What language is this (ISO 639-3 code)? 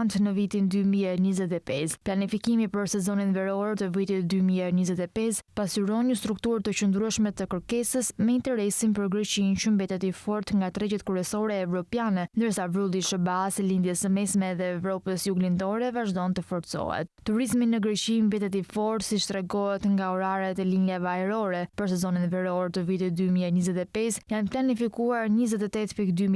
sqi